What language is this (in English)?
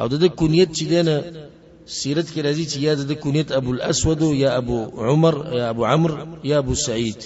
Pashto